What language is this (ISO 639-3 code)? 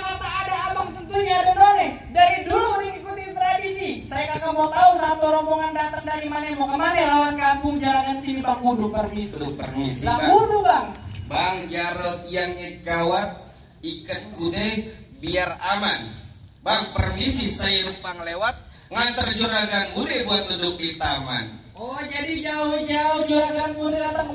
bew